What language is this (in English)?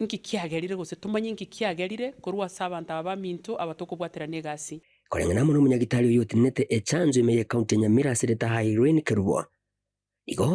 Gusii